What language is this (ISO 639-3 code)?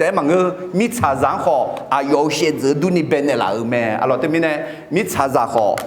ahk